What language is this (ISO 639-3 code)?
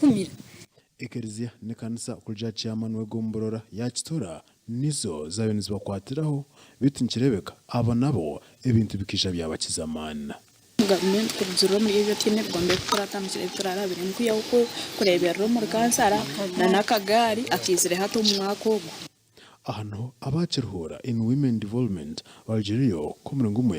nyn